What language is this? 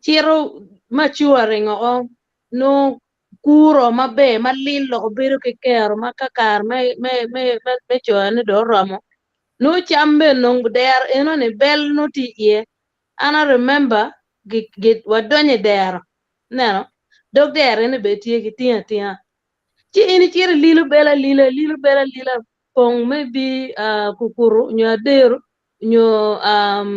Acoli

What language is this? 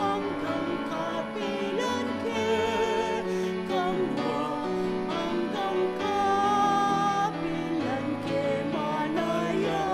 Pampanga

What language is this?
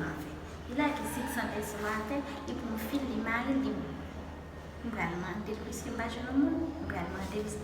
Haitian Creole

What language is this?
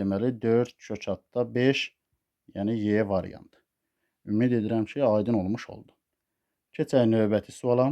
Azerbaijani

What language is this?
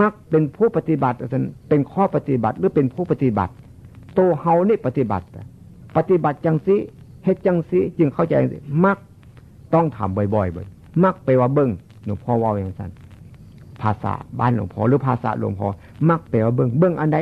Northeastern Thai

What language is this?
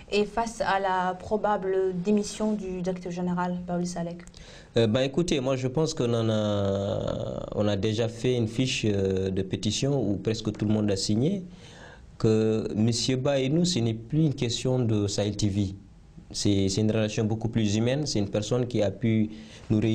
French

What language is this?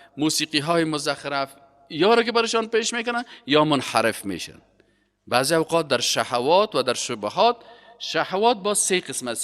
Persian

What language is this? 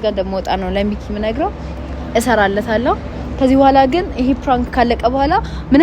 Amharic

